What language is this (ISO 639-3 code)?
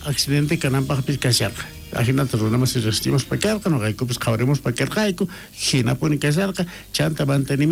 quh